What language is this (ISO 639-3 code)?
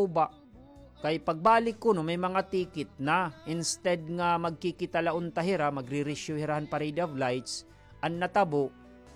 war